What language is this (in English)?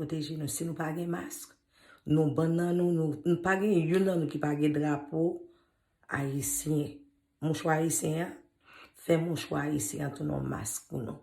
Haitian Creole